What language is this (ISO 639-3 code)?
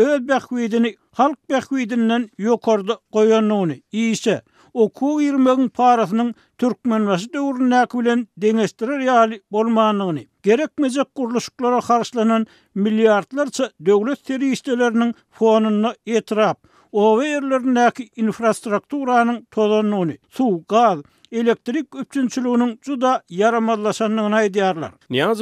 tuk